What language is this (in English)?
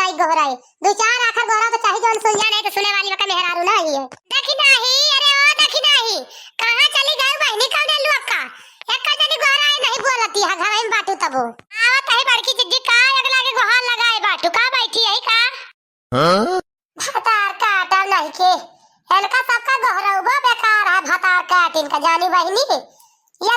Awadhi